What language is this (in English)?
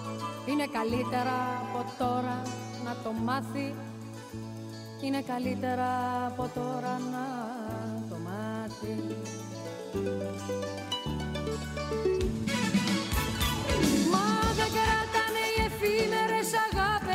Greek